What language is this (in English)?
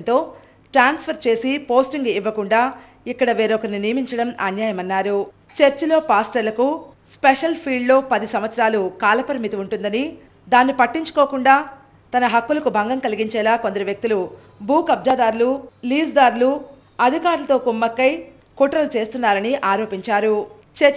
Telugu